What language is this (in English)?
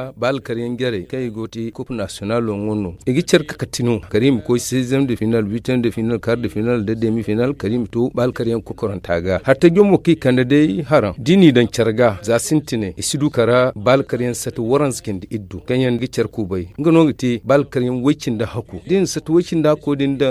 Zarma